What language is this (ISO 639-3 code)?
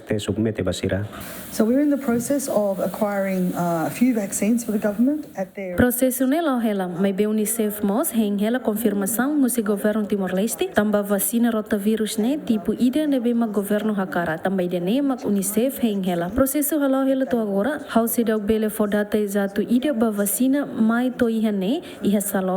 tet